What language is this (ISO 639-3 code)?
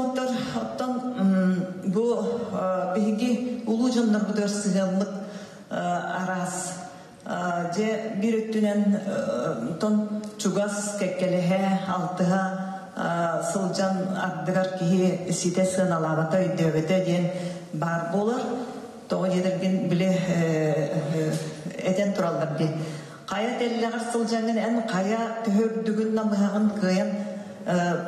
sah